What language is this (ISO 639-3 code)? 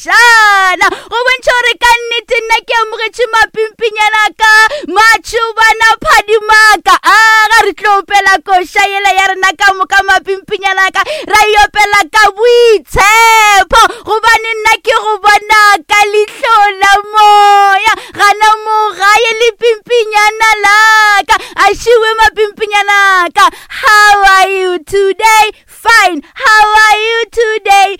nso